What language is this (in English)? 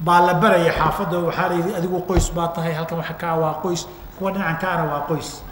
Somali